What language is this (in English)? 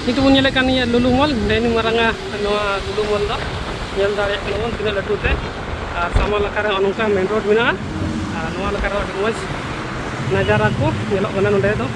Santali